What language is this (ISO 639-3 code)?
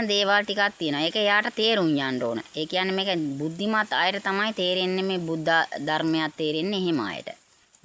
sin